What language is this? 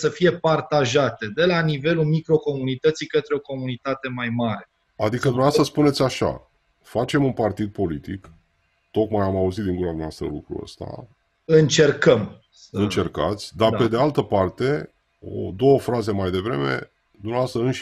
Romanian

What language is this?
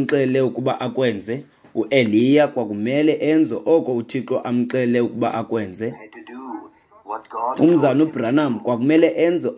Xhosa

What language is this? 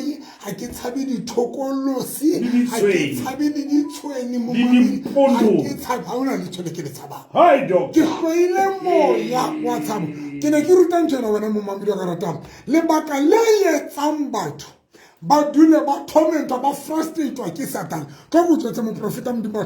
Southern Sotho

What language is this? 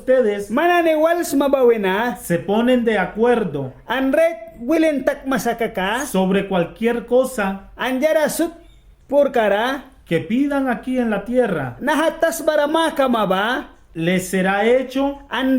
Mískito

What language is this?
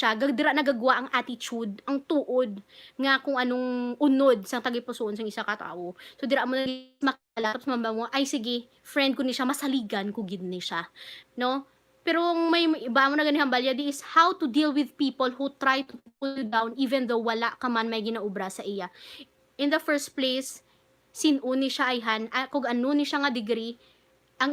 Hiligaynon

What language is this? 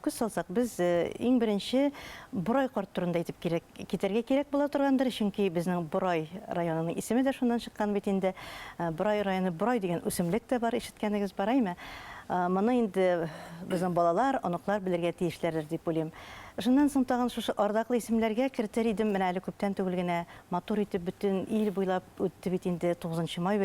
Bashkir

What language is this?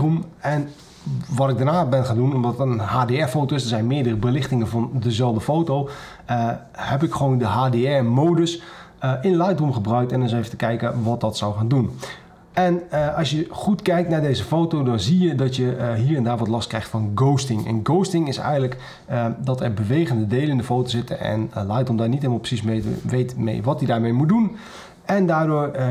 Dutch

